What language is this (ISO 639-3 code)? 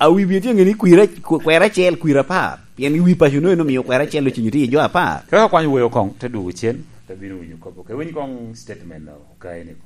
laj